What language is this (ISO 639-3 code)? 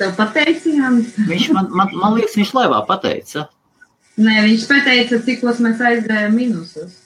lav